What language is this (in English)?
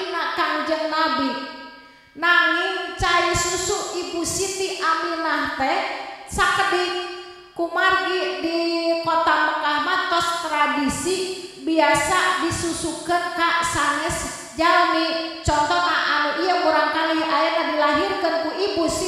Sundanese